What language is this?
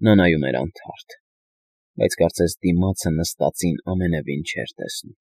Armenian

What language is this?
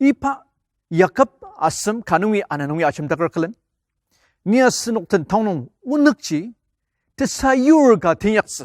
Ao Naga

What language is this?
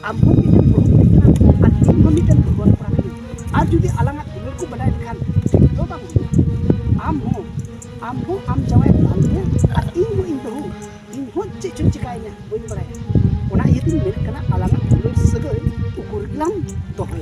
Santali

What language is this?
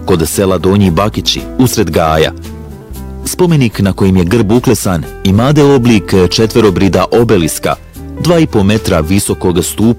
Bosnian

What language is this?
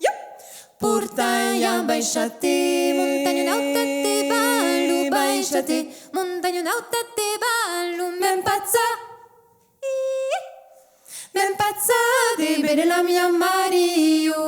Occitan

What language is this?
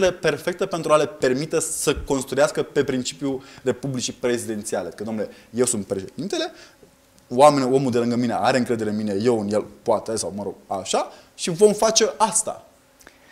Romanian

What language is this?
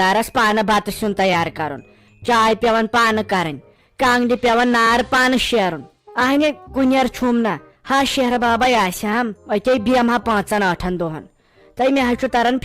Kashmiri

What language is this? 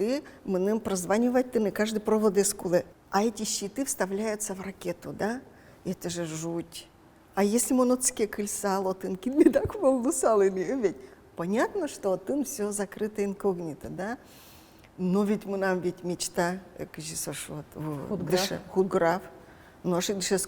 Udmurt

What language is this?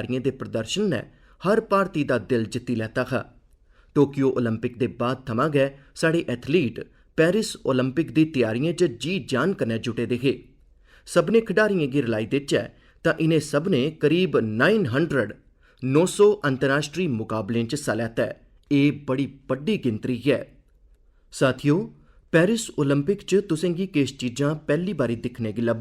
Dogri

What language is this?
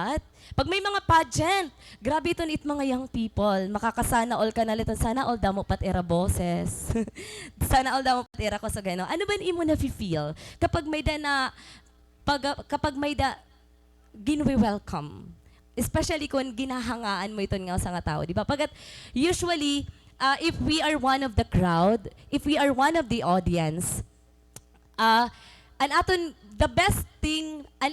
Waray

